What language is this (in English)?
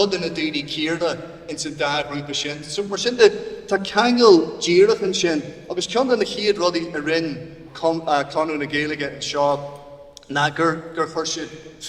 Irish